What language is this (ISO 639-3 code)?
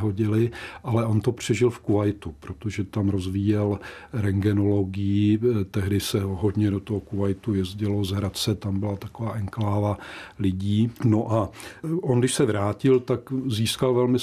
ces